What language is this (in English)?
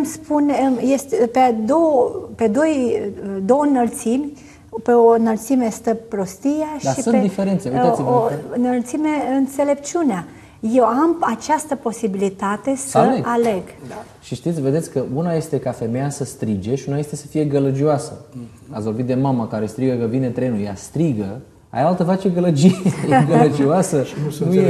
Romanian